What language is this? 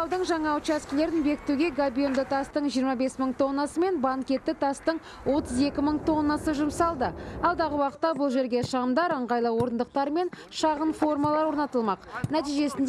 Kazakh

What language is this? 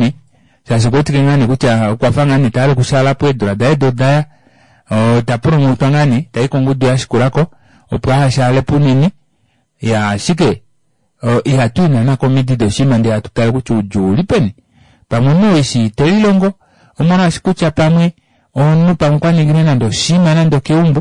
Kuanyama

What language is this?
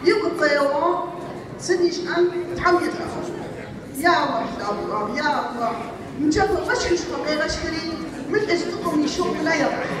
Adyghe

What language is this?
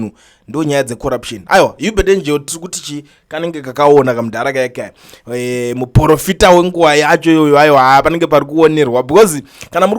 Shona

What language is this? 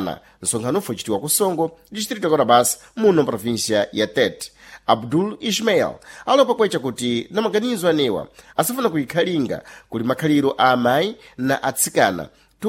Sena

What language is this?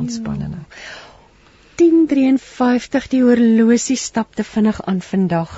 Afrikaans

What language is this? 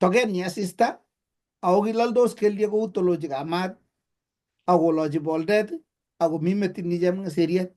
Kalenjin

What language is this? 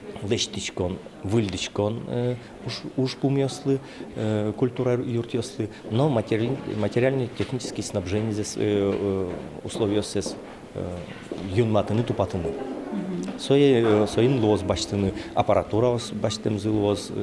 Udmurt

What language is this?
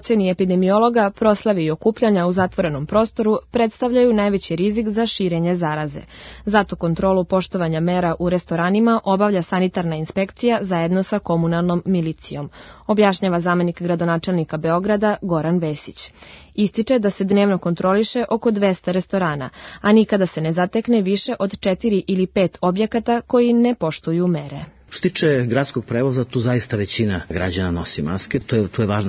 Serbian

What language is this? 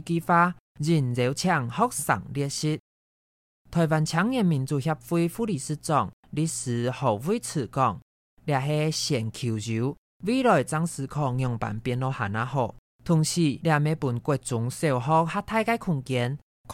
Hakka Chinese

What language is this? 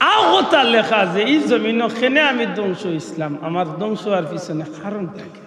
Sylheti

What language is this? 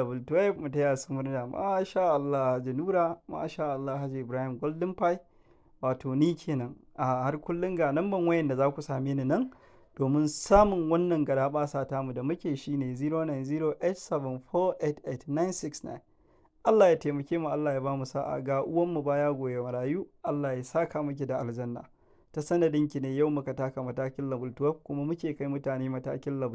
Hausa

